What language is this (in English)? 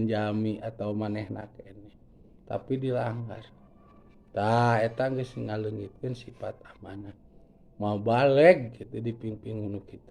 Sundanese